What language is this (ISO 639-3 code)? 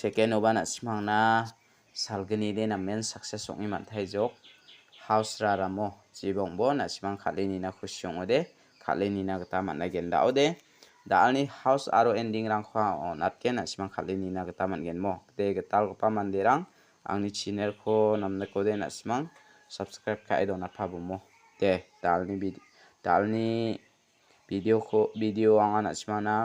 grt